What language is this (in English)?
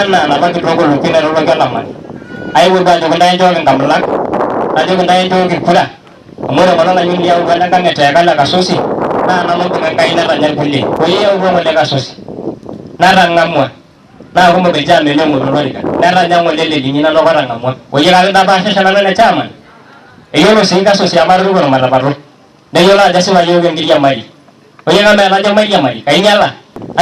Masai